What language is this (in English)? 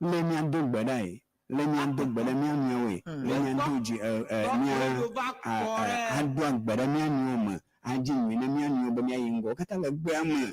Ewe